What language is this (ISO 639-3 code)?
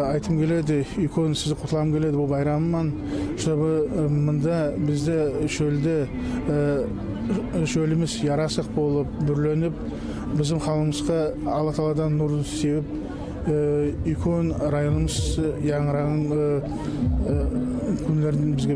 nog